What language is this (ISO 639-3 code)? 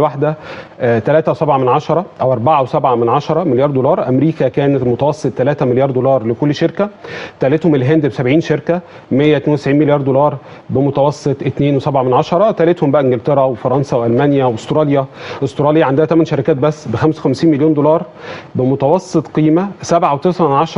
arz